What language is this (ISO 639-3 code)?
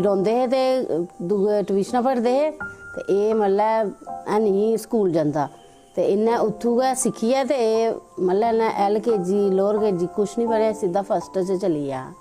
doi